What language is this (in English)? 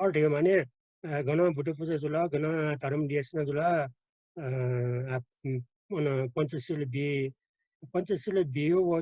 Newari